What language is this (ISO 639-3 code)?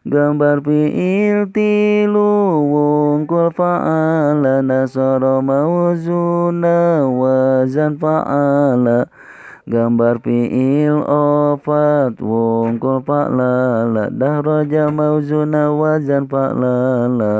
sun